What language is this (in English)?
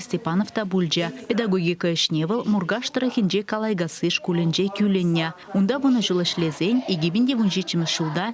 Chuvash